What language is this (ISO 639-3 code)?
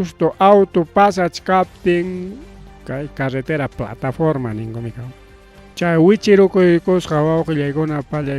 quy